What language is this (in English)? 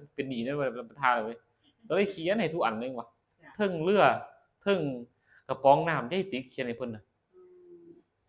Northeastern Thai